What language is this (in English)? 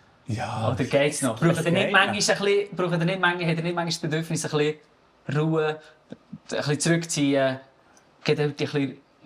Swiss German